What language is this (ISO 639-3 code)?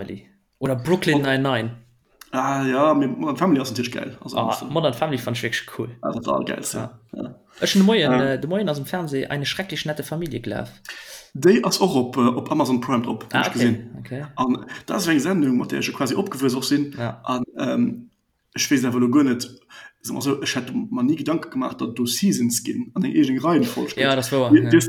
ltz